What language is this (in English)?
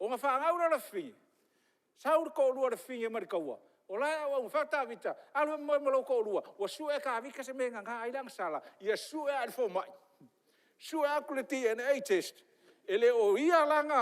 Samoan